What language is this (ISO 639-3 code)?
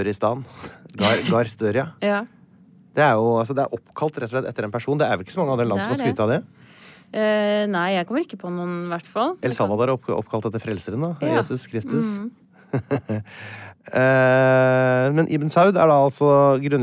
nor